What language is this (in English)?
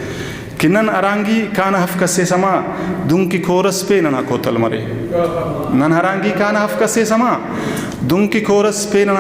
Brahui